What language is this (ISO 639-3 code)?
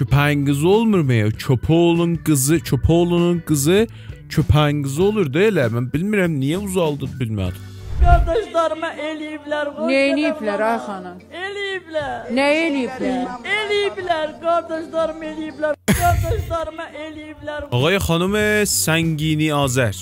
azb